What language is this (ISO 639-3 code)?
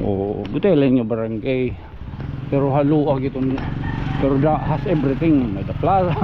war